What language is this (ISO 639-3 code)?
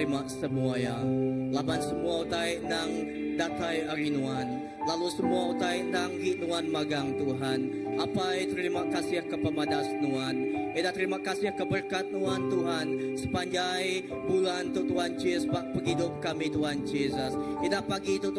iba